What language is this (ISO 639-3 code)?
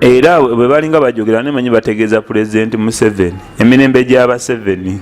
lug